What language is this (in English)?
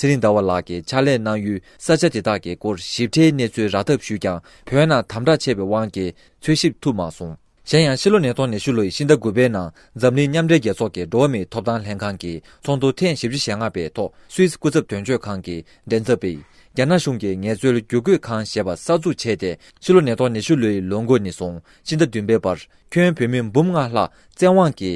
Tibetan